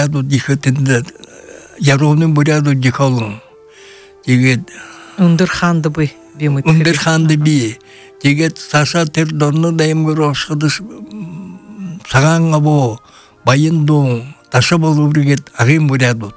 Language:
Buriat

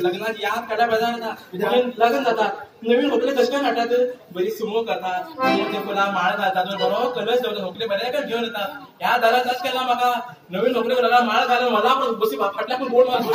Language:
Konkani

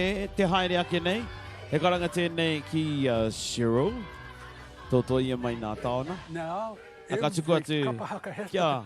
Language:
Māori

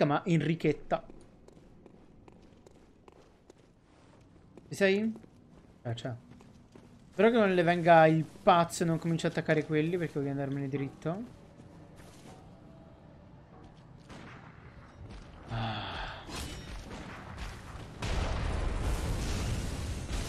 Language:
Italian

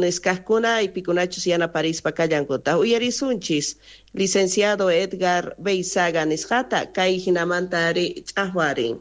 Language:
South Bolivian Quechua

